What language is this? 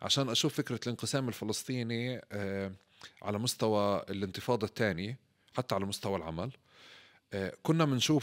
North Levantine Arabic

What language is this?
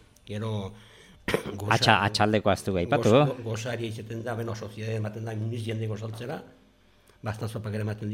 Basque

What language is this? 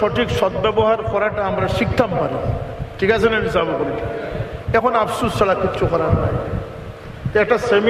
Sylheti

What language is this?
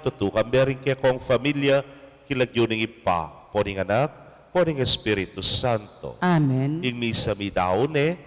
Pampanga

